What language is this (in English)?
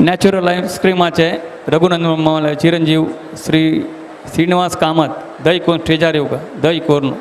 Konkani